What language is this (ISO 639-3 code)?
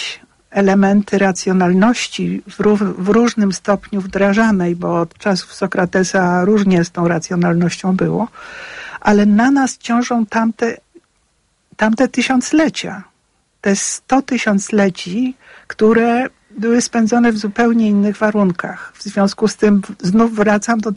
pol